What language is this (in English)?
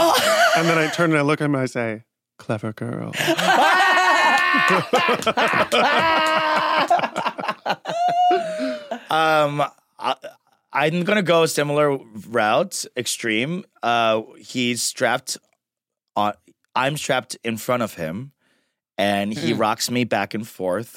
English